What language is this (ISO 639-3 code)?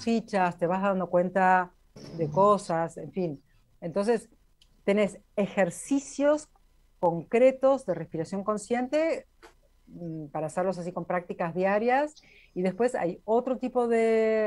spa